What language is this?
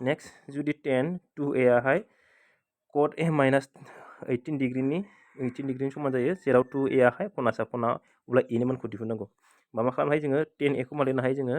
Bodo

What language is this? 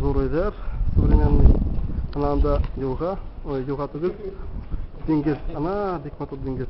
Bashkir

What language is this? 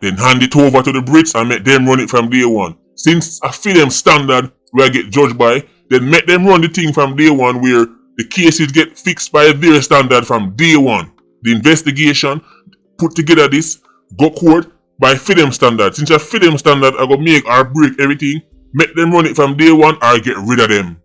Jamaican Creole English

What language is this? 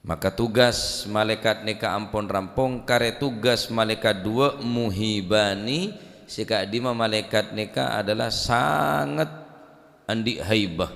Madurese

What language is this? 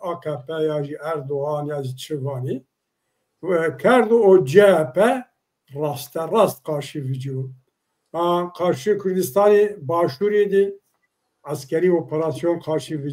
Zaza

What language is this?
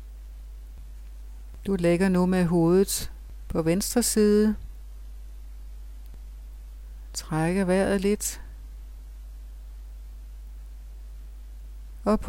Danish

